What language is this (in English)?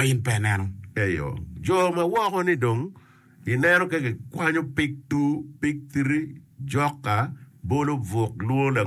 Acoli